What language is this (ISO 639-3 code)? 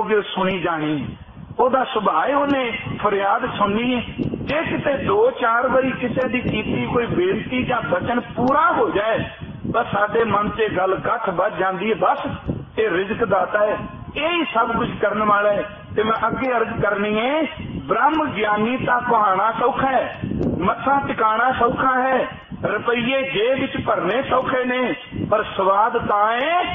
pan